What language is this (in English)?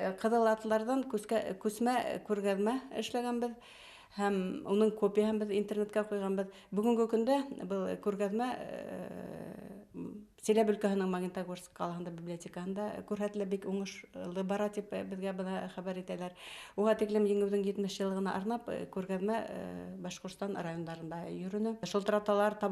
Bashkir